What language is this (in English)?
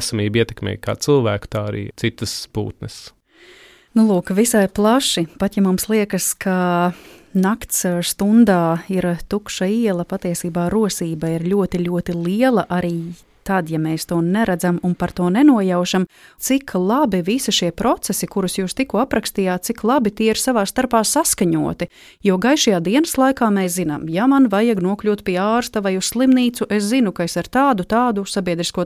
Latvian